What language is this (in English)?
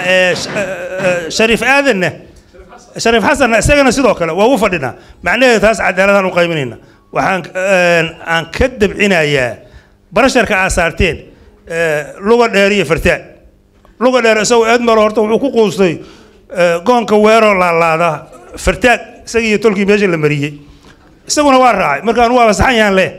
Somali